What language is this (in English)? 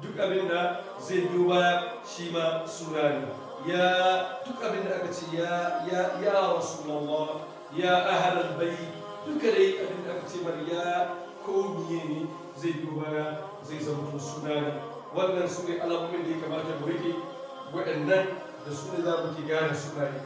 Hausa